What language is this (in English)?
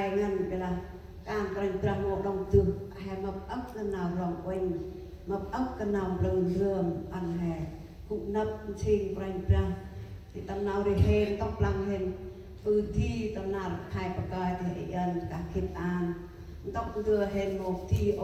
Central Mnong